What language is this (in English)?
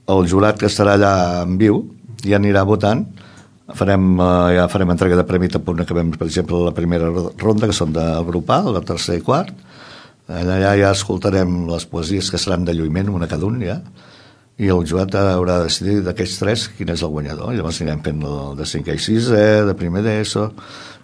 Catalan